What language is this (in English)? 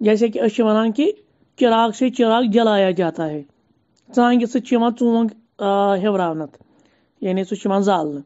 Kashmiri